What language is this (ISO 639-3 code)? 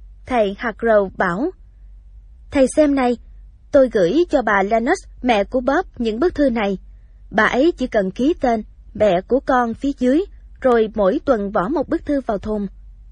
vie